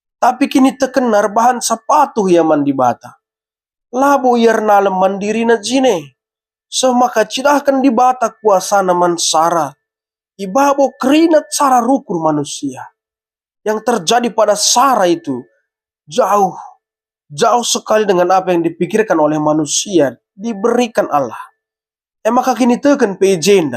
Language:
Batak Karo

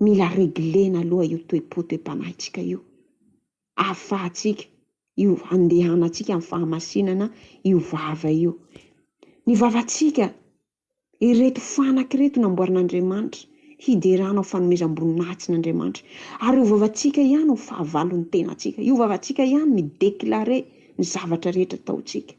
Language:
Malagasy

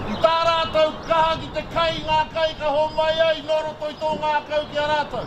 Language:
Māori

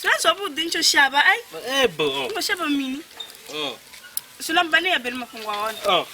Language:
Venda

